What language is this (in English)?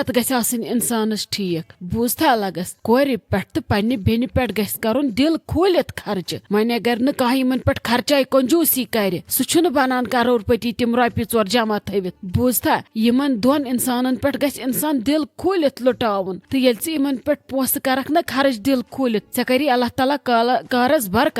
Kashmiri